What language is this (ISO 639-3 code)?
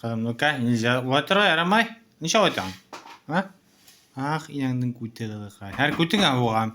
bak